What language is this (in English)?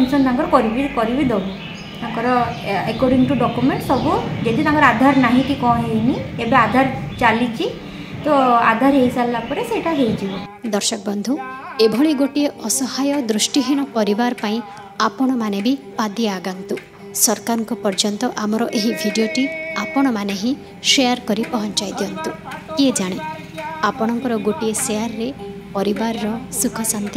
Odia